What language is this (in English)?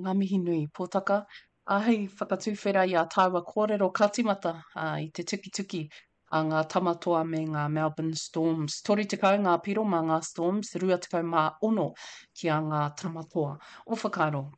Māori